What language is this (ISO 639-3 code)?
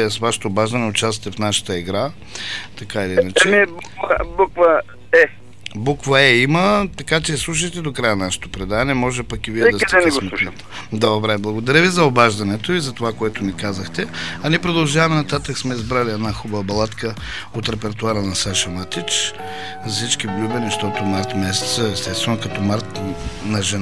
bul